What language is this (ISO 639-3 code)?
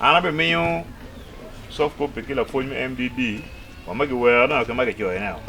ach